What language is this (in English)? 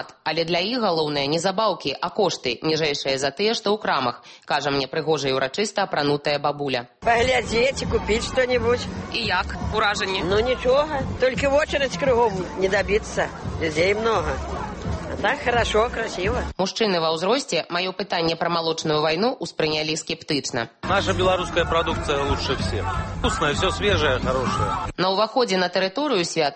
Belarusian